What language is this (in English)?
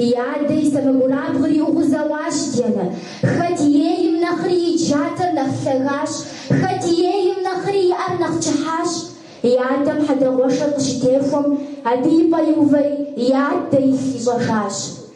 Kabardian